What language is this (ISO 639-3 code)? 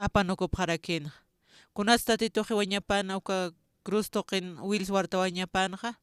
aym